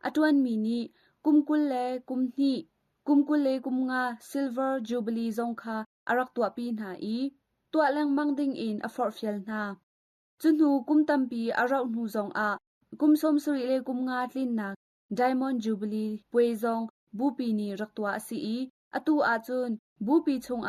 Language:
Hakha Chin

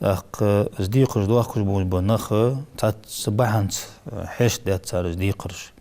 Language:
Ingush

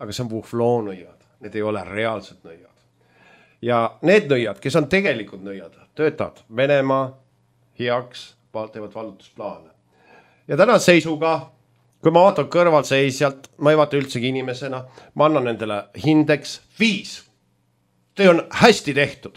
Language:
Estonian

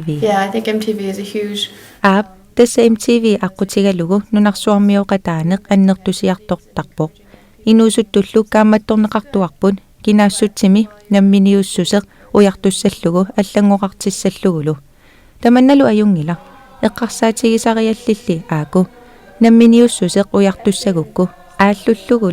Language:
Kalaallisut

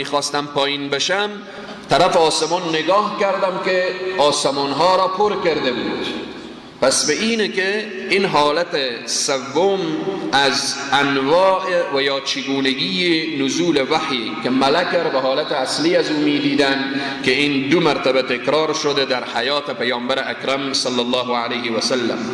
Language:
Persian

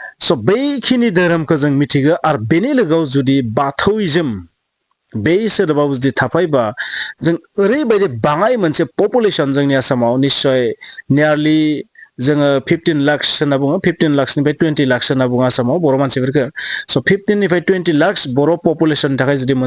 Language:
Bodo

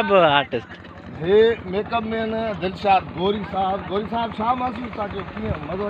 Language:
Sindhi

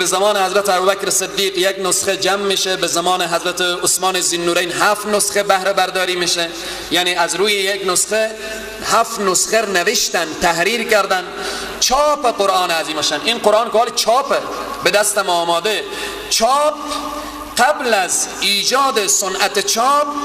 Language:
Persian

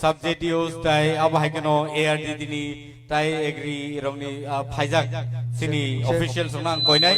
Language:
Kok Borok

